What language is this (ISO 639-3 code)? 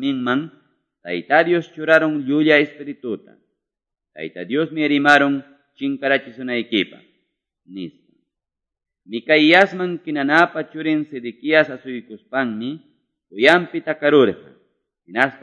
que